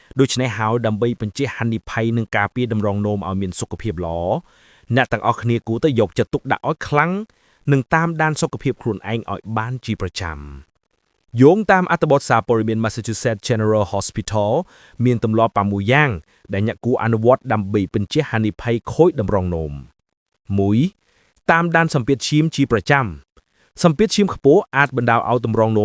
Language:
Khmer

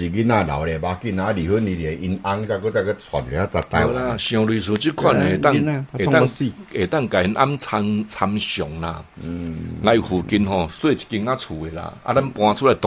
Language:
Min Nan Chinese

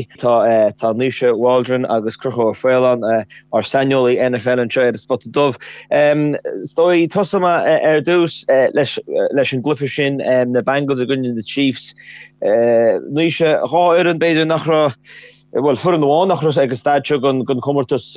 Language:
Irish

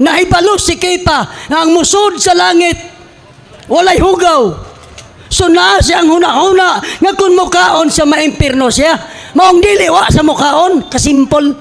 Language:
Cebuano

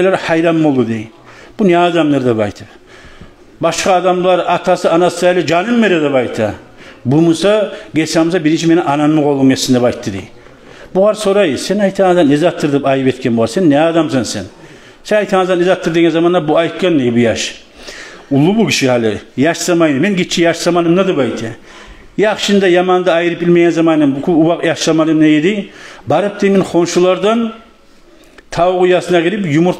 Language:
Kumyk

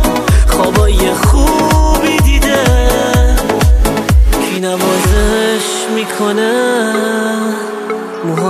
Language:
Persian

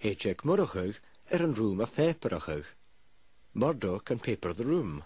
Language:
Scottish Gaelic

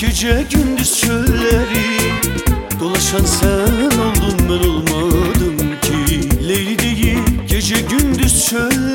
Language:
Turkish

